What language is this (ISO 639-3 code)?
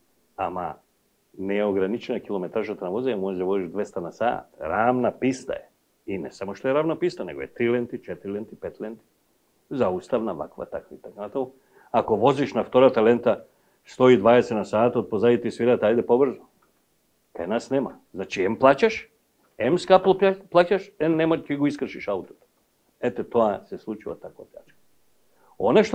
mkd